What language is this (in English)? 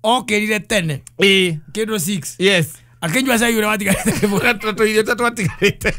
Kikuyu